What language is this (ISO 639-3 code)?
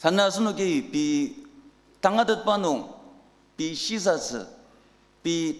njo